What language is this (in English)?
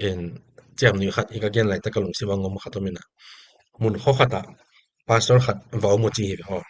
Tedim Chin